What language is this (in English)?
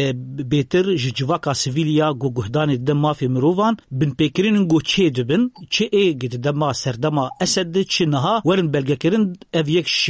Kurdish